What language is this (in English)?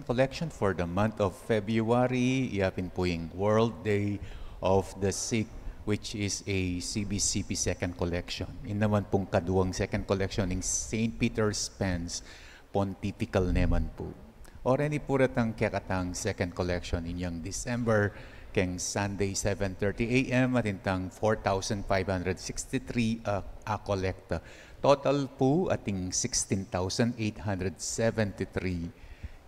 Pampanga